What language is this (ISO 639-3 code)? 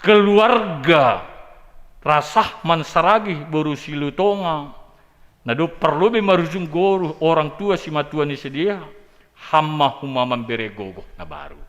bts